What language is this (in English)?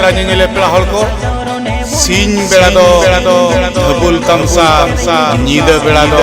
Santali